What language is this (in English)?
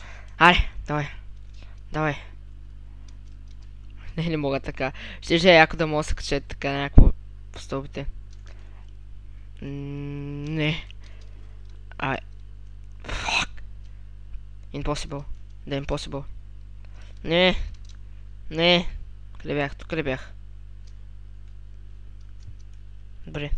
Bulgarian